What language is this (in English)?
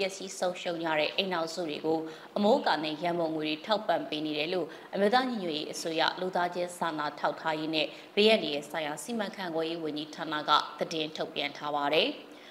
Burmese